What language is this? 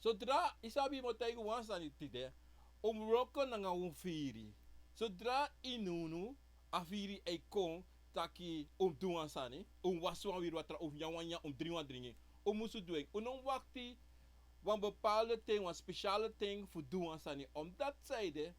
Sranan Tongo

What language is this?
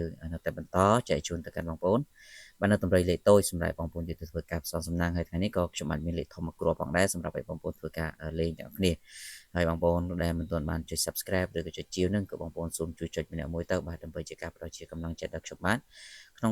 Khmer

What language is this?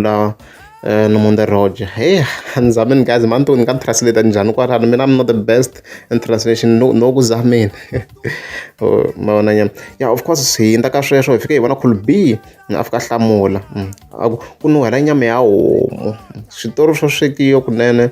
Tsonga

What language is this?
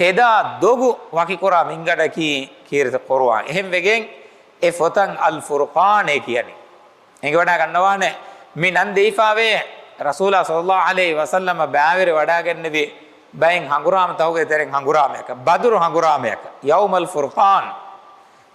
Divehi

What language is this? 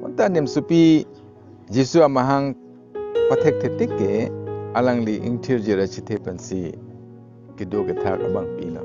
Karbi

